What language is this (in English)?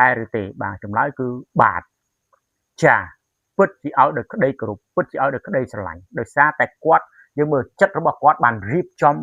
Khmer